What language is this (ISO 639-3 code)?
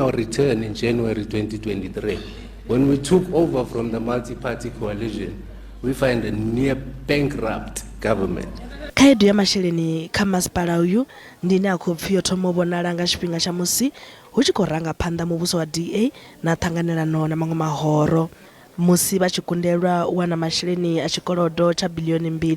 ven